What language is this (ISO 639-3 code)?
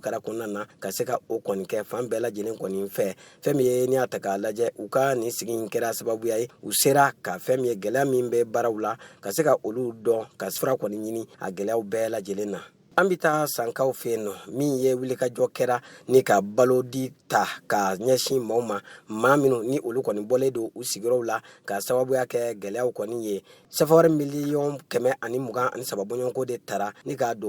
bam